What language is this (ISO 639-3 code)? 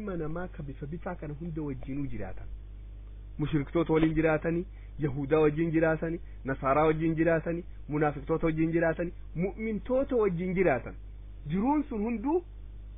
orm